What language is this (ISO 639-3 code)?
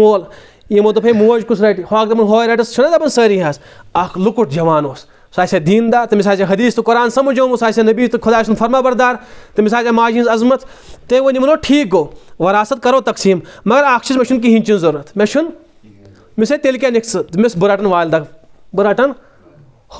kas